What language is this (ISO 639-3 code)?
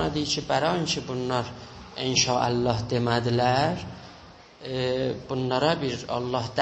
azb